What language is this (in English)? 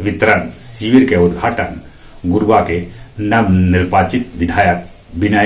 Magahi